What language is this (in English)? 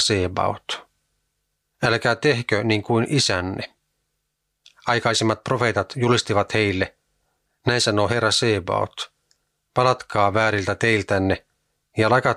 Finnish